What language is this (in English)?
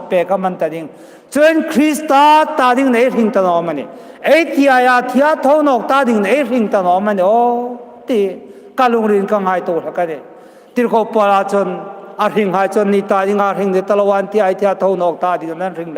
Hmar